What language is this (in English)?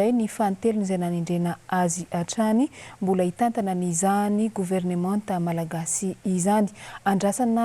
Malagasy